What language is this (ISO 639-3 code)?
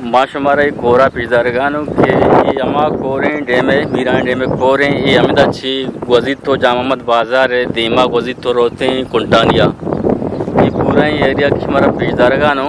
bgp